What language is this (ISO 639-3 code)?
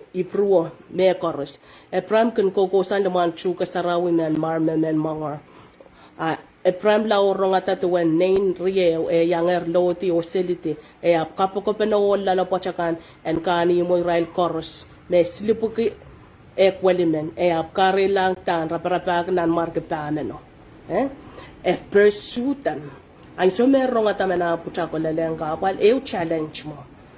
pon